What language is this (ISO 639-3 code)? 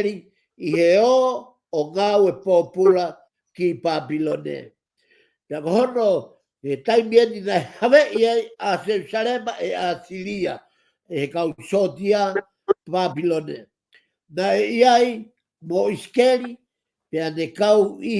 ton